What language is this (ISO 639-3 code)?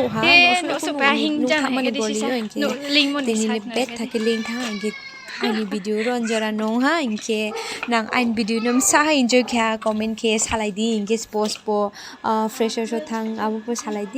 ria